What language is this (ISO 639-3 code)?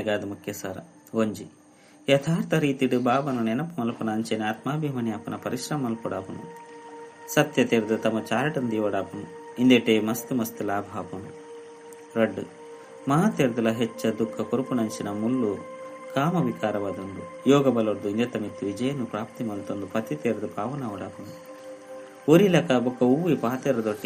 tcy